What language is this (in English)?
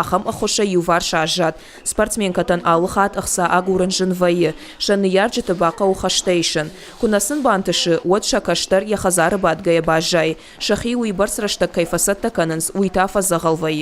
Ossetic